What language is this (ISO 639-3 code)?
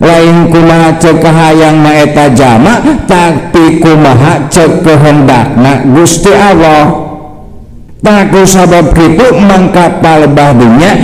sun